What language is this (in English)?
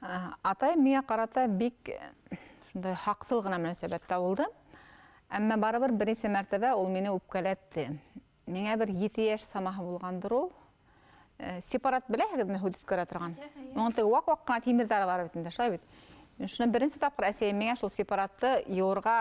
Bashkir